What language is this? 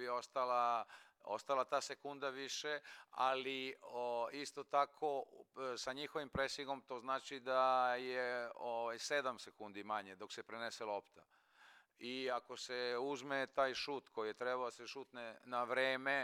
Serbian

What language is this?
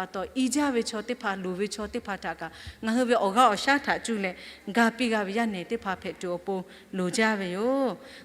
Lahu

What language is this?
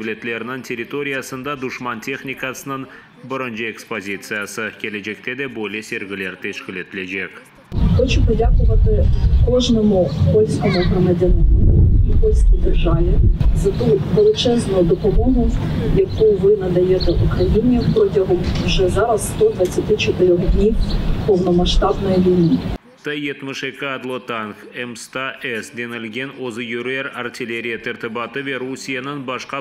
Crimean Tatar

